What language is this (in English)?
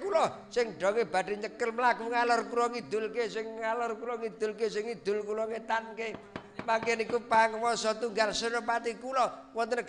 Javanese